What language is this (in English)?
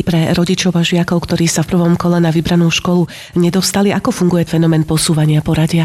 Slovak